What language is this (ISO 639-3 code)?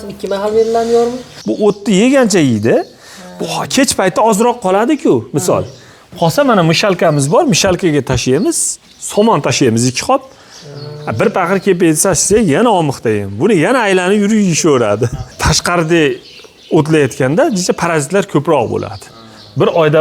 uzb